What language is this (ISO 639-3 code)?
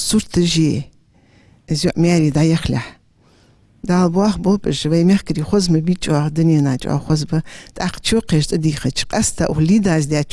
inh